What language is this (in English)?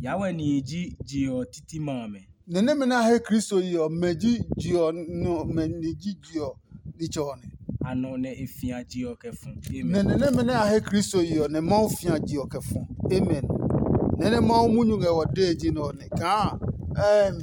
Adangme